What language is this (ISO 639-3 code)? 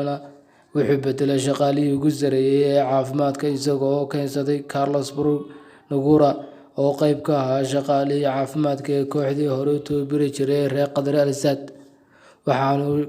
som